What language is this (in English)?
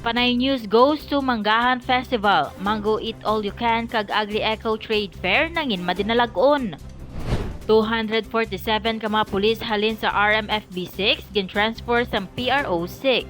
Hiligaynon